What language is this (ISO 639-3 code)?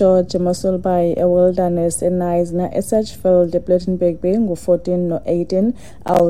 xho